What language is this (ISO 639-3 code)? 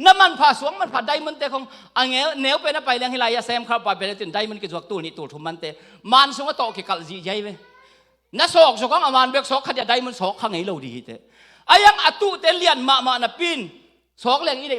ctd